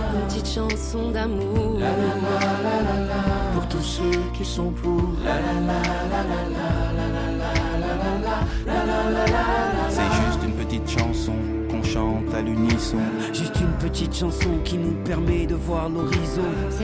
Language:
French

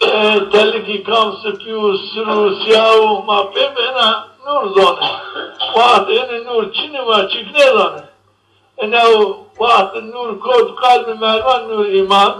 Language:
Zaza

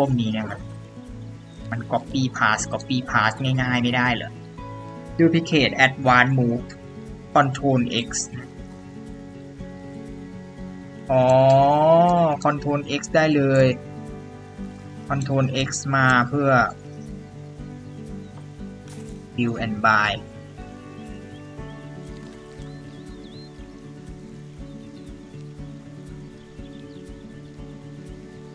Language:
Thai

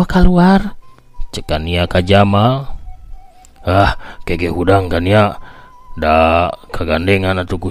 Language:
Sundanese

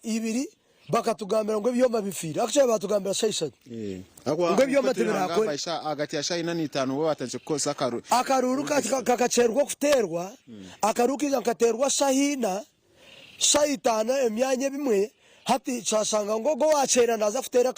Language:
Nyankole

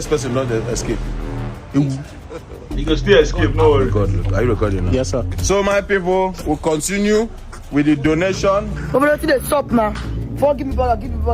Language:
Nigerian Pidgin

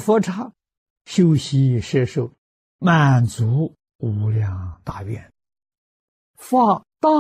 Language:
Chinese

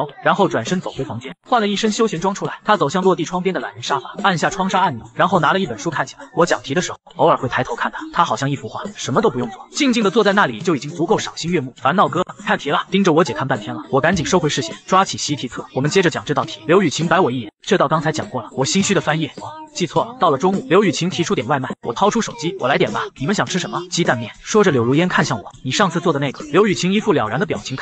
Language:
Chinese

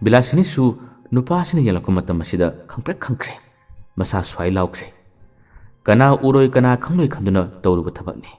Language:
Manipuri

